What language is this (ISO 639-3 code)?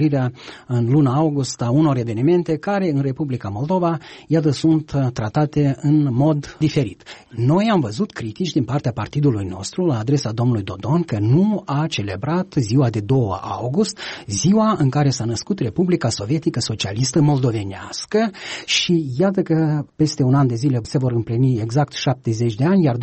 ron